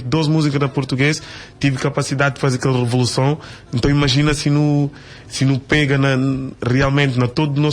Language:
Kabuverdianu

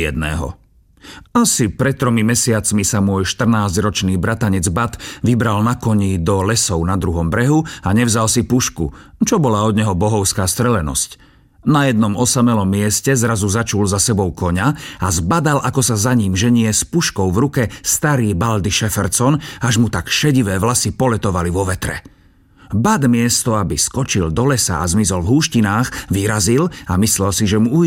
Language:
Slovak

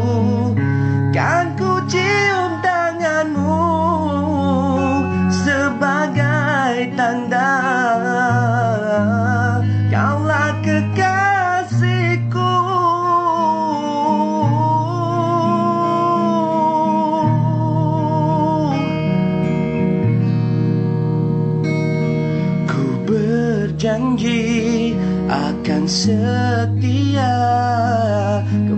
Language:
Malay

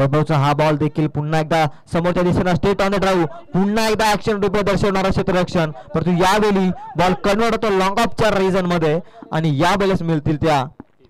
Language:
Marathi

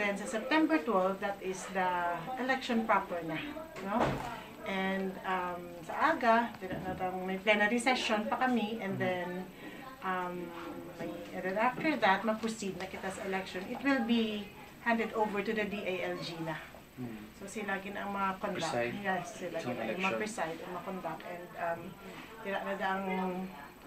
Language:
Hiligaynon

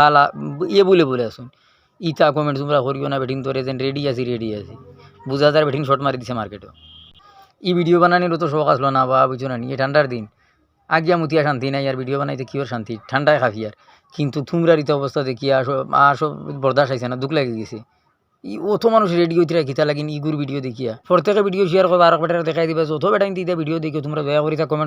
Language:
Sylheti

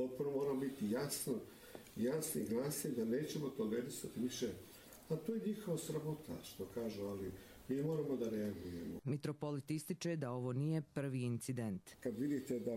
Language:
Croatian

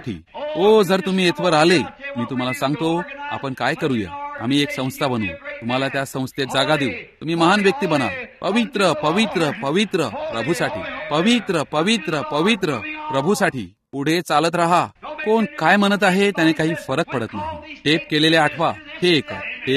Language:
Marathi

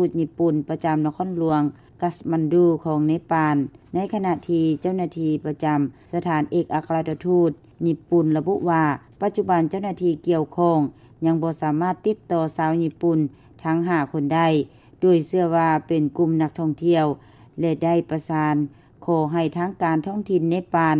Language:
Lao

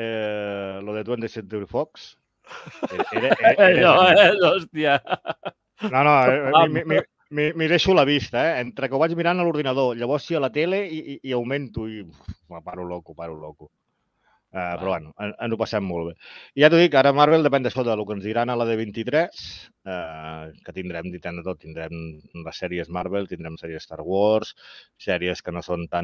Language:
Catalan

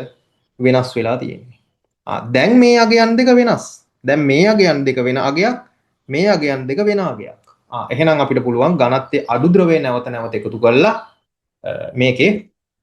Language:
Sinhala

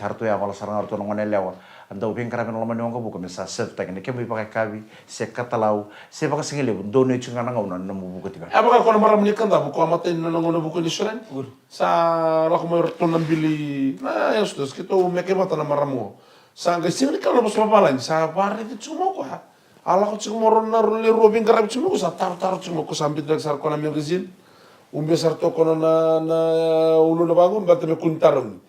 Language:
Fijian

